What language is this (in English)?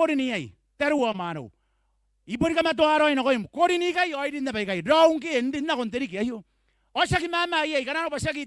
Gilbertese